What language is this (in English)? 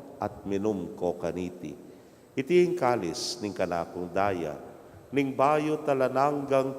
Pampanga